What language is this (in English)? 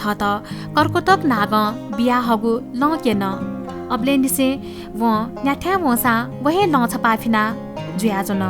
Newari